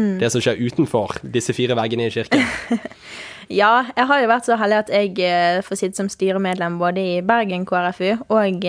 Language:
Norwegian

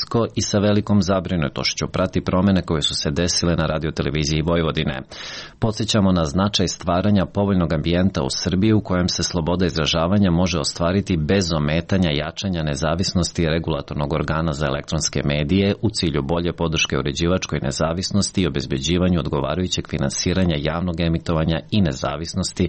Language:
Serbian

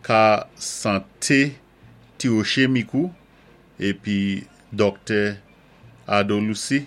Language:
Saint Lucian Creole French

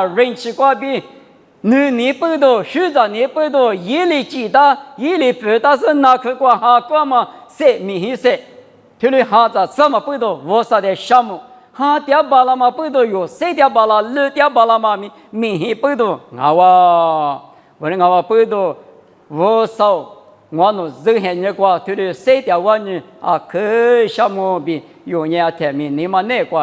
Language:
Lisu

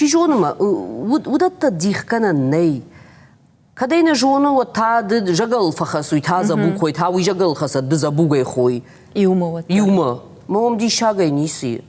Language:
Ossetic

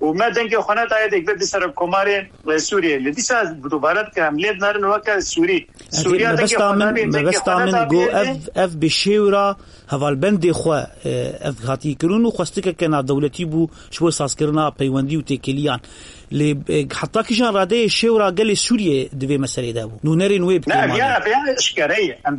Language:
Kurdish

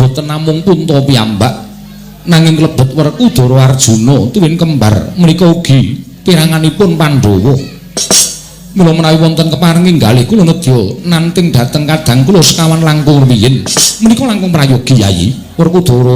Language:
Javanese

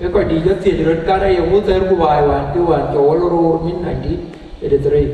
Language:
Dinka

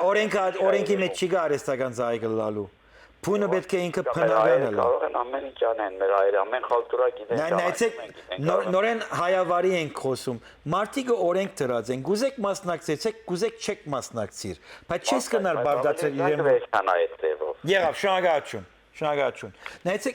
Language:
Western Armenian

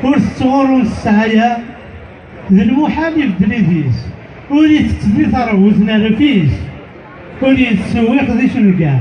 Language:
Kabyle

